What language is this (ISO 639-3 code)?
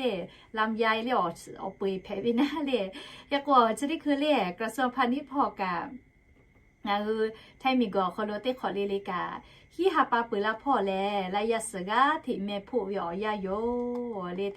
lhu